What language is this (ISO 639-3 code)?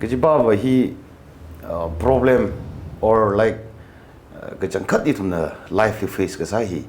nmf